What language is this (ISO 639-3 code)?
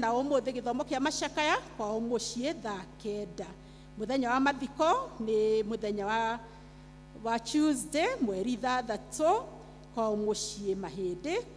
kik